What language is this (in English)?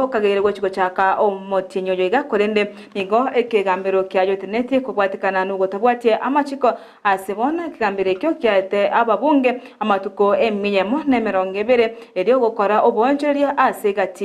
Gusii